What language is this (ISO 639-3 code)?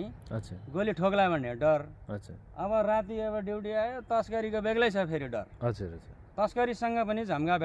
nep